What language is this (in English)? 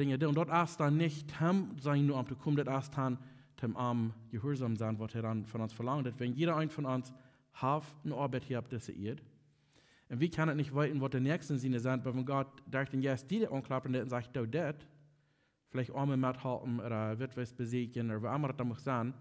Plautdietsch